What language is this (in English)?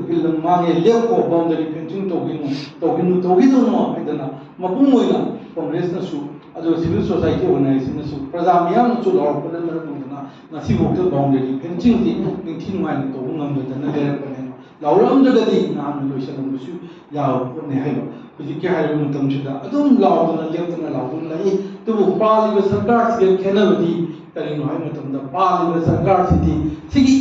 Manipuri